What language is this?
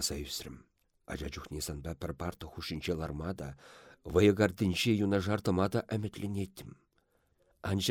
Chuvash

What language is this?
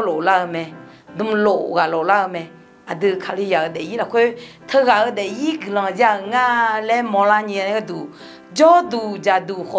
Akha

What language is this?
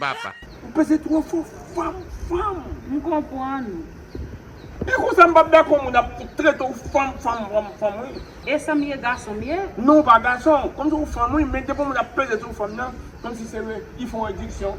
Haitian Creole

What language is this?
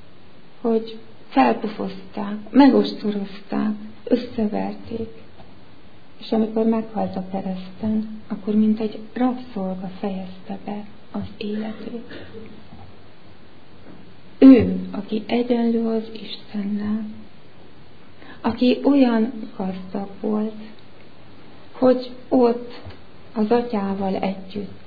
Hungarian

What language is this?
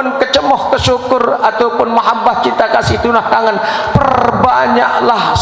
Sasak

